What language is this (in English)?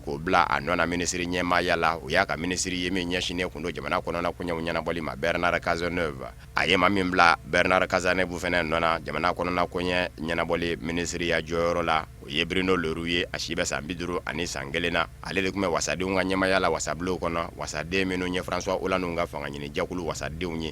Bambara